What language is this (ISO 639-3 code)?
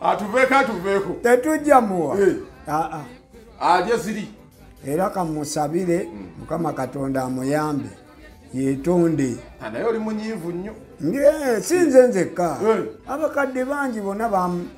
lug